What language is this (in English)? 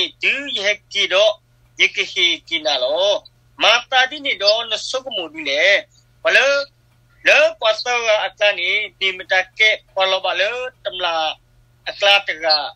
S'gaw Karen